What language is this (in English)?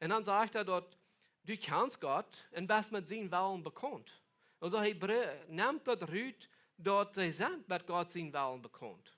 Plautdietsch